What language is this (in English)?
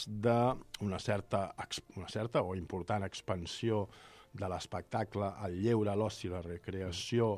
Catalan